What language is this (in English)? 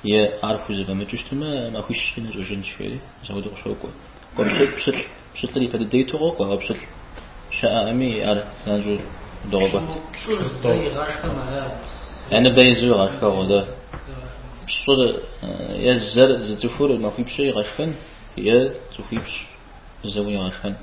Kabardian